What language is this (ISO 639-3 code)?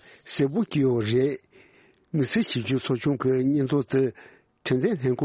bod